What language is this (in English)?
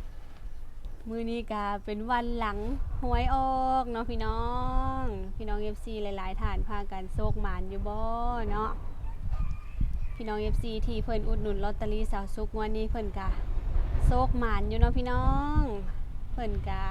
Lao